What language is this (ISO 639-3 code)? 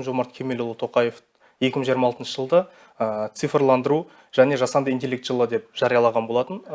kaz